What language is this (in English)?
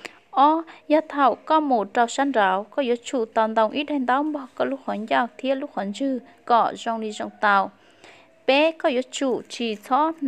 Hmong